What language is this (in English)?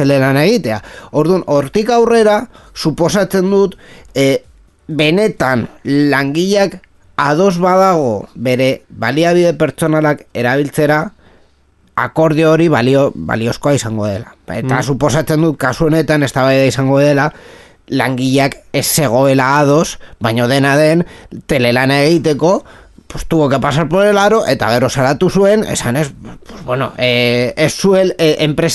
Basque